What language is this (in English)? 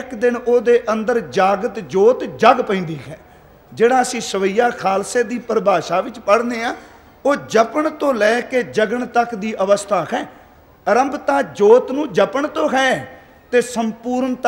Punjabi